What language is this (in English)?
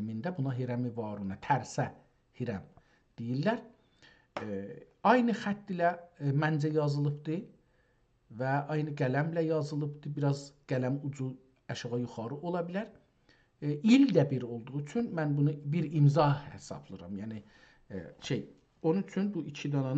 South Azerbaijani